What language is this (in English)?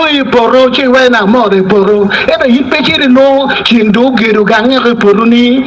Acoli